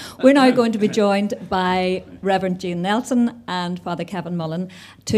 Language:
English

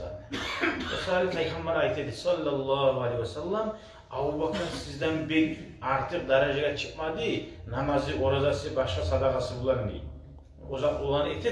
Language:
Kumyk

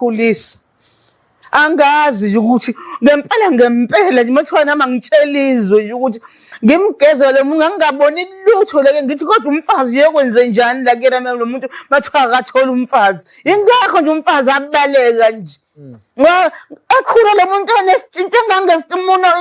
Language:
Zulu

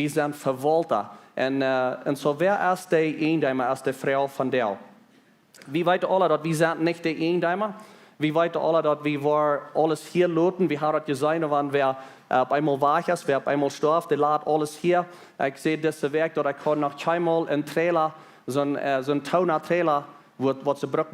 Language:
Plautdietsch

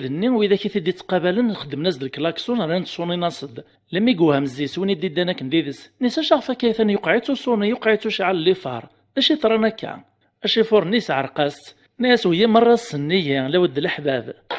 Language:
Kabyle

